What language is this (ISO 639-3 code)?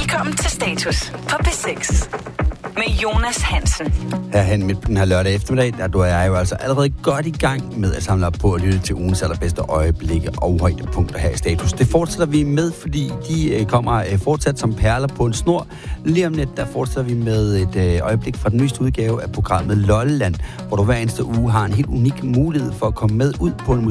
dan